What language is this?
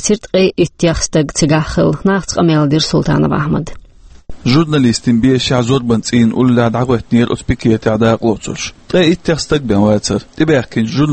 Chechen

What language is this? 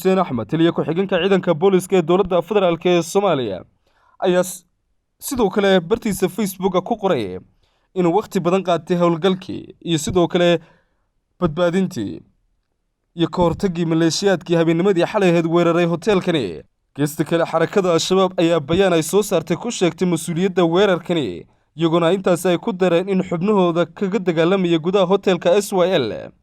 Somali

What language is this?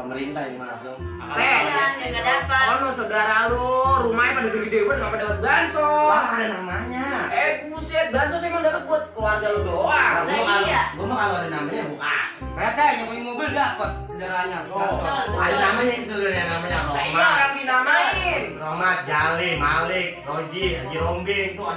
Betawi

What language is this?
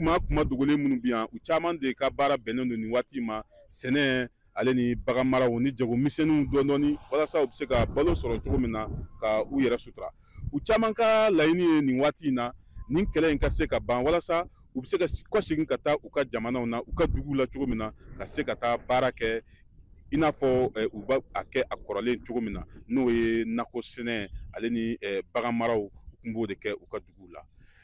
Bambara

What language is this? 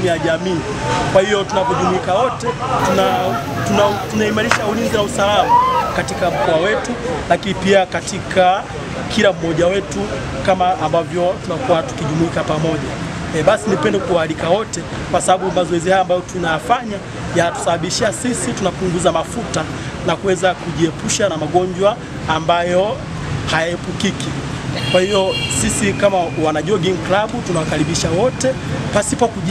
Swahili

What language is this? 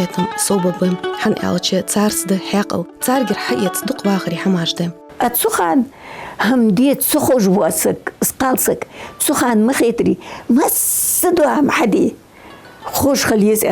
Ingush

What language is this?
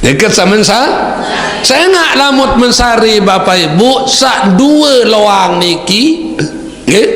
Sasak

